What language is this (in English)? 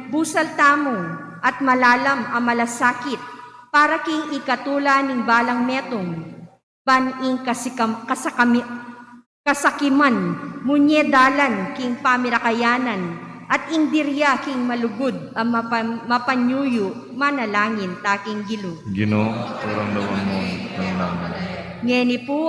Pampanga